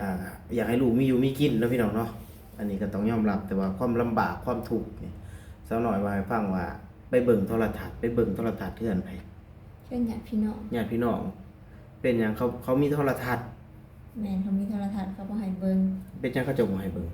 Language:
Lao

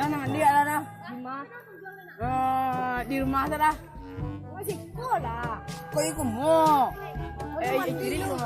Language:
Minangkabau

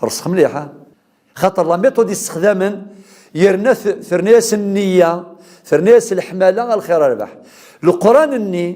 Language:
Kabyle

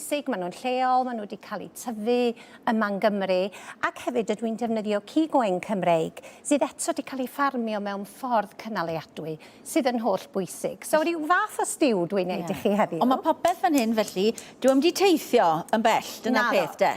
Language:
Welsh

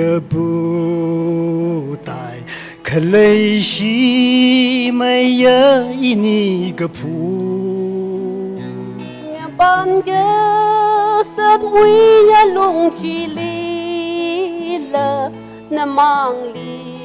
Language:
Tangkhul Naga (India)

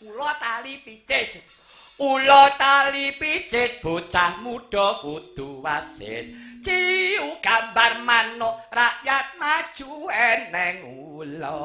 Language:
Javanese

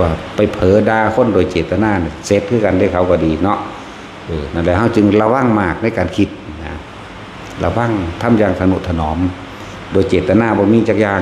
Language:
Northeastern Thai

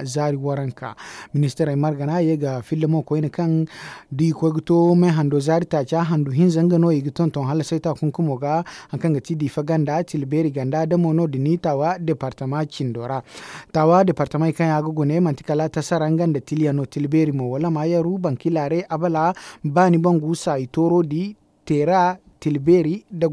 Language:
Zarma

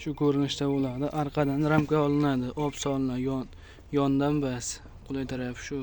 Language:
Uzbek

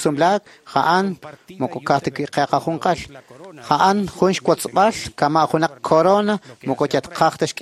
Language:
Kekchí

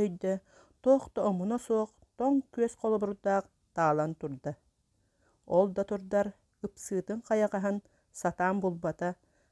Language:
Yakut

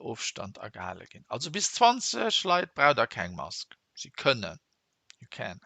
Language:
Luxembourgish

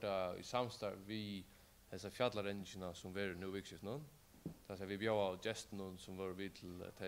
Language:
Faroese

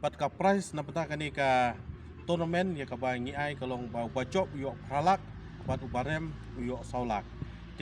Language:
Khasi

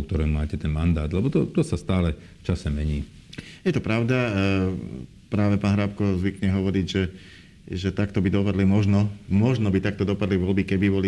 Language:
Slovak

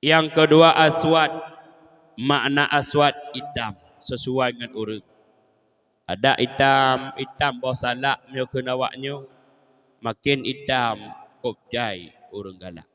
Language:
Achinese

